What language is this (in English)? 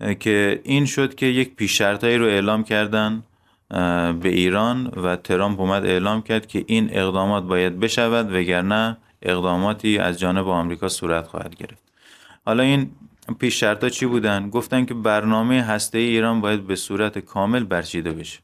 Persian